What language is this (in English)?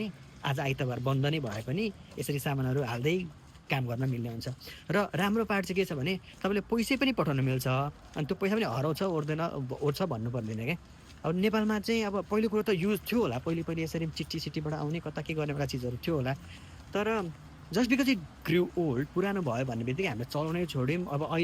Nepali